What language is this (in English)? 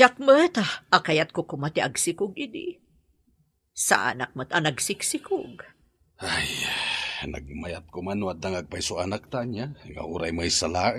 Iloko